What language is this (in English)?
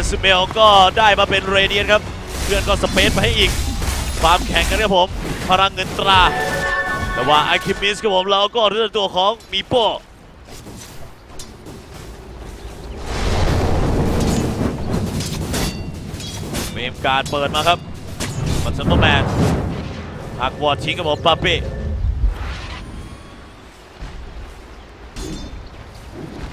Thai